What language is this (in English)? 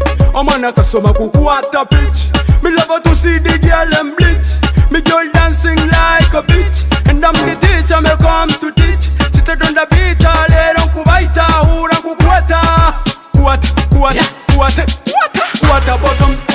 Nyoro